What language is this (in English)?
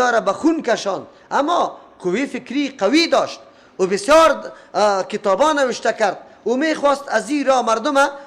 Persian